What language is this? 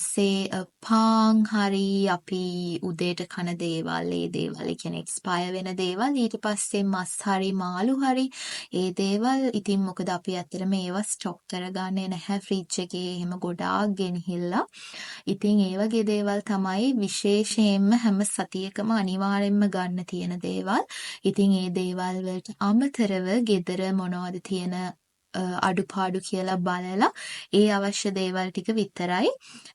Sinhala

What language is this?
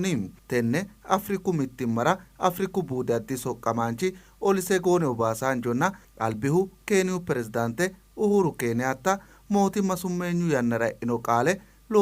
Sidamo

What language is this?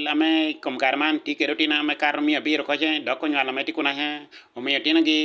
Acoli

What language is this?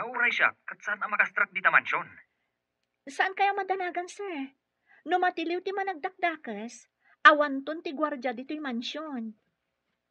Iloko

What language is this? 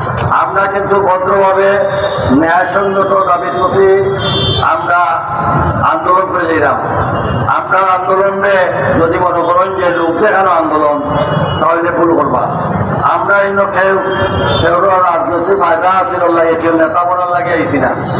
Sylheti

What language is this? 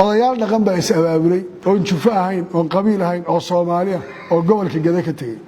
Somali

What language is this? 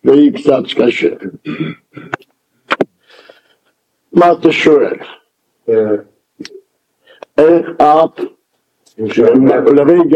Hebrew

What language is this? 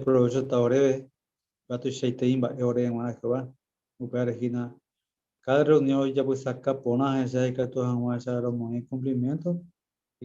Guarani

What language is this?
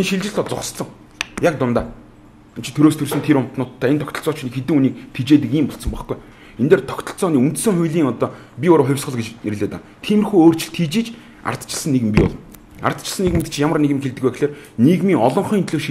Mongolian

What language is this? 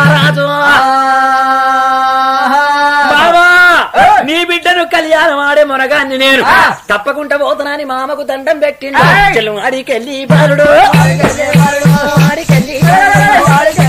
Telugu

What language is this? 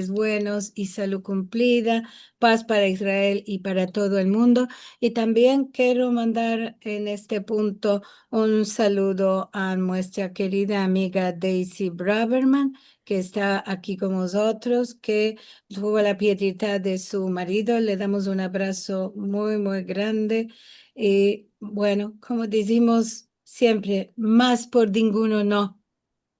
Ladino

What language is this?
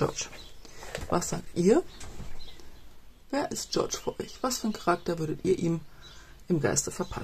German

